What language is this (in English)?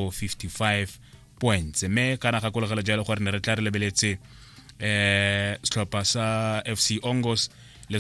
Tswana